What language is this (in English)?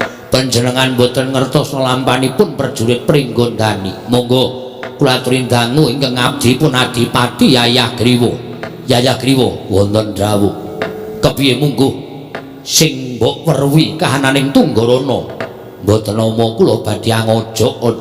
Javanese